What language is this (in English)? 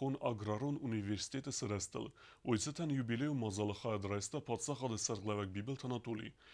Ossetic